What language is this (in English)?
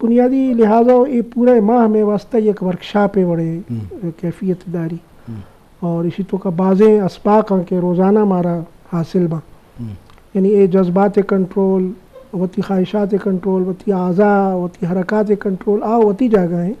Eastern Balochi